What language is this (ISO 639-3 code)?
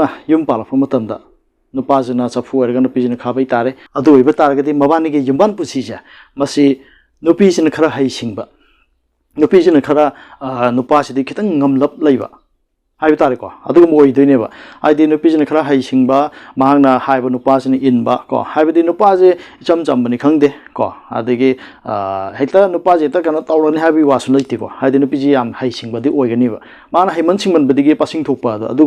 mni